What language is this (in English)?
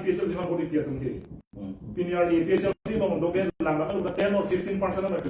Karbi